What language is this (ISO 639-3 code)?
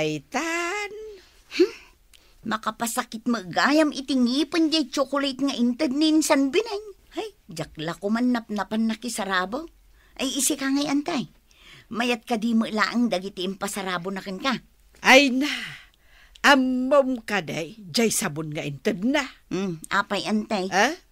ilo